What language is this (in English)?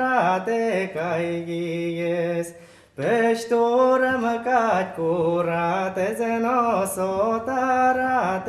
Udmurt